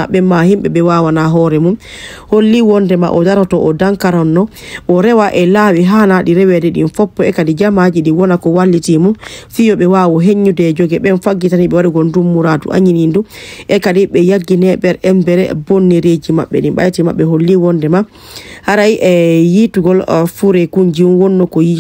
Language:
Fula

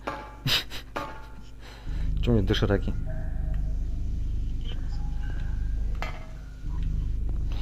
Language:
Russian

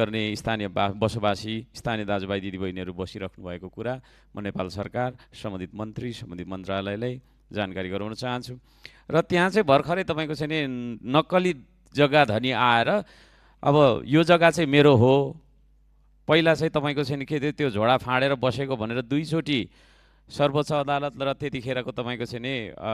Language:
Nepali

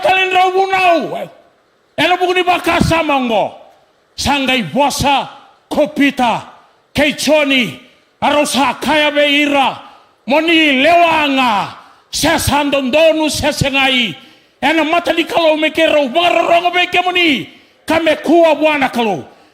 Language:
Fijian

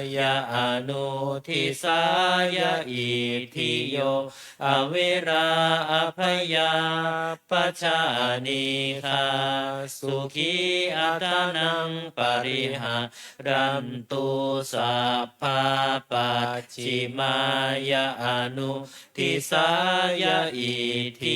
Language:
Pali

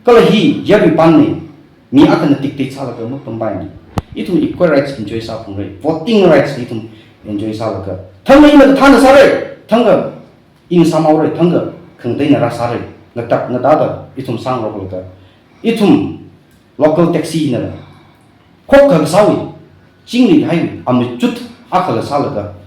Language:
Tangkhul Naga (India)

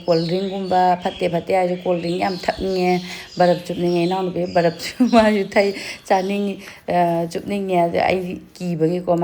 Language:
Manipuri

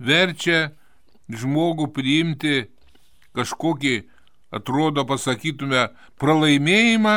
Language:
Lithuanian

